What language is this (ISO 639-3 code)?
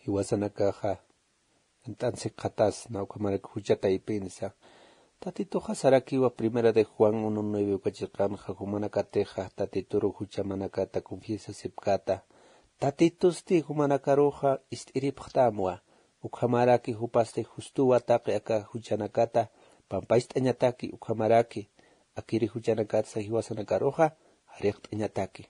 aym